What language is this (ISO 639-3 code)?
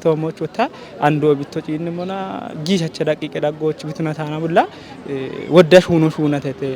kbr